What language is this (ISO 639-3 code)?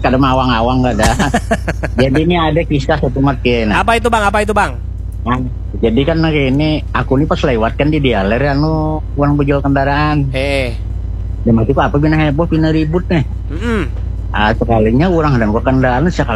bjn